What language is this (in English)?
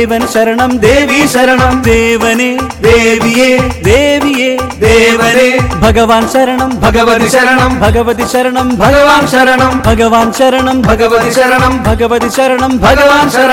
Malayalam